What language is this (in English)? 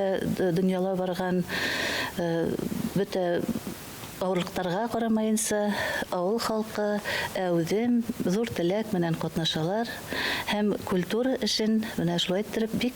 Bashkir